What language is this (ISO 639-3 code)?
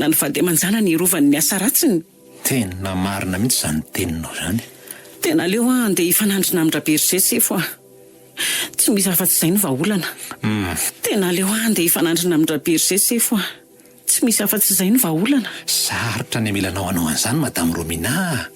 mlg